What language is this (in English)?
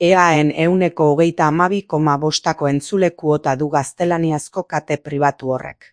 Basque